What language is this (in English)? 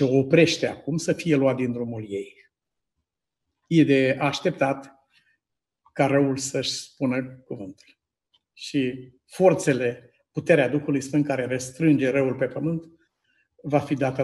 Romanian